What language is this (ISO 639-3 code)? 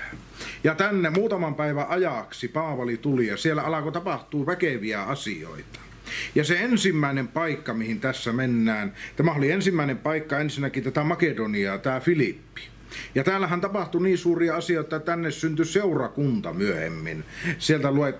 fin